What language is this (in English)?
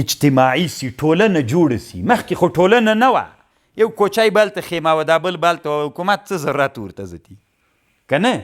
Pashto